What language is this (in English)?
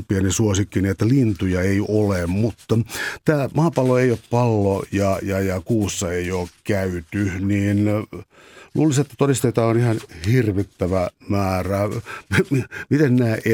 Finnish